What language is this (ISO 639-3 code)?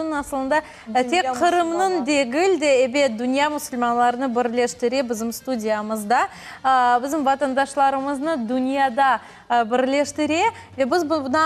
crh